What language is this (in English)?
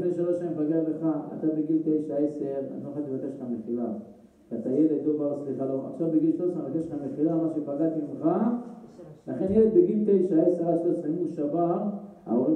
Hebrew